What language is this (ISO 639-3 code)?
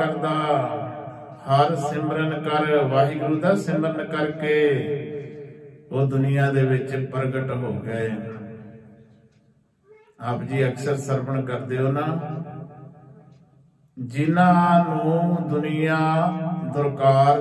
pan